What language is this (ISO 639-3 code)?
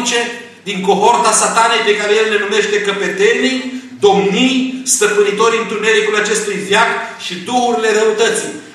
ron